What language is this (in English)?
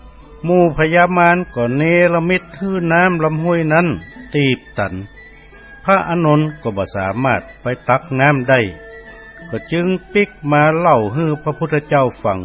Northern Thai